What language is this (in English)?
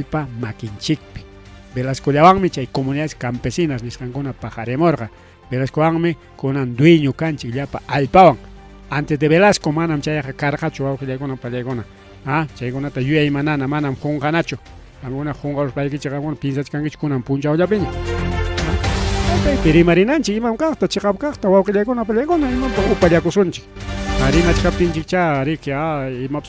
Ayacucho Quechua